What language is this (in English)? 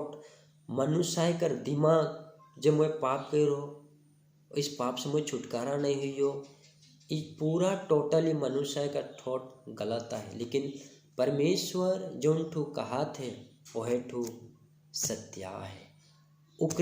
Sadri